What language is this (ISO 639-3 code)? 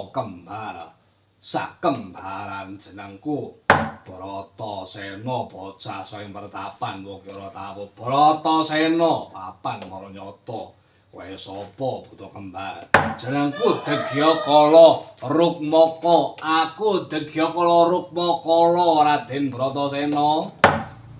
jav